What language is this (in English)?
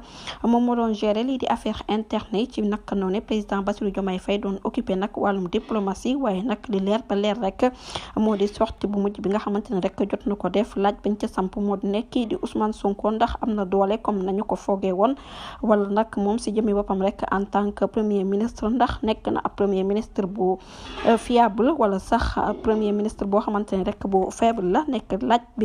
Wolof